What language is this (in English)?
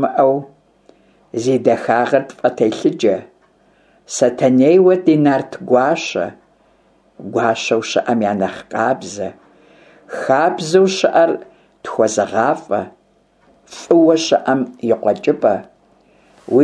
Kabardian